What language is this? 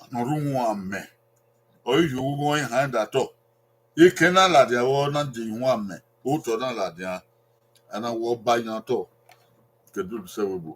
Bini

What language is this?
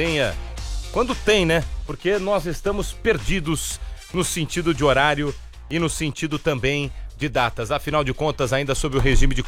Portuguese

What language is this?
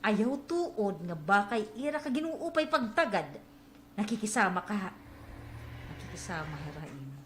Waray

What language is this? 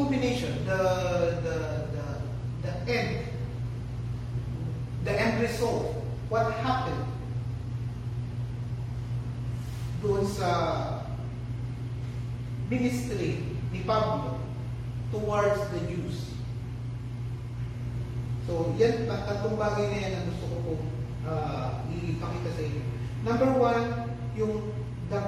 Filipino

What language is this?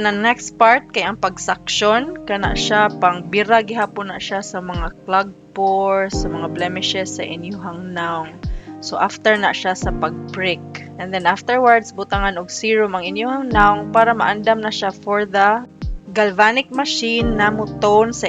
Cebuano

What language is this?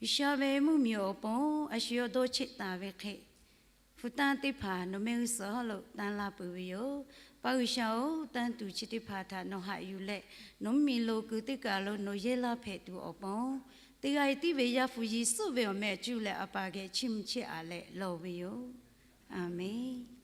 Lahu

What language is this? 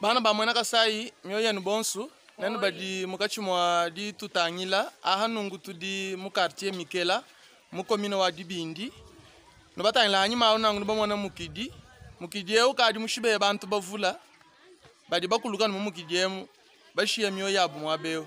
Luba-Lulua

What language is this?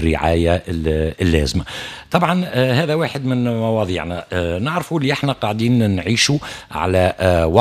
Tunisian Arabic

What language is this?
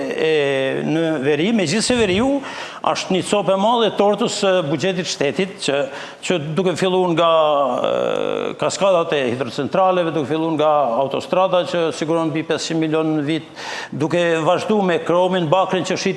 Albanian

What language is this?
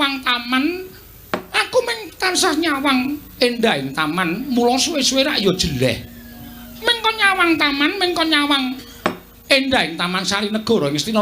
Javanese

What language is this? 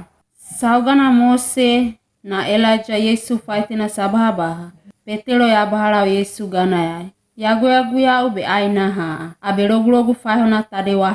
Wagawaga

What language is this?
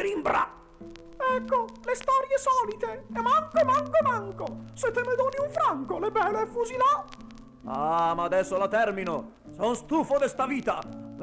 Venetian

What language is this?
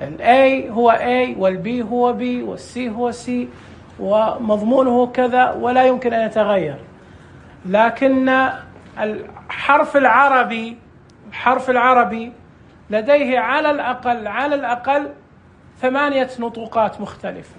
Najdi Arabic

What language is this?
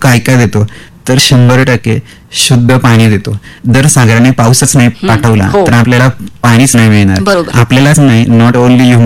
Marathi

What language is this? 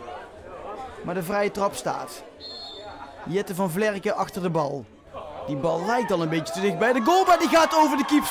Dutch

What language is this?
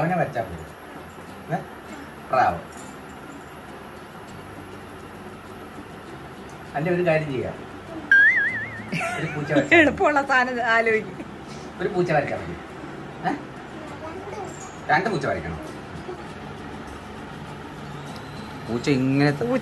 Malayalam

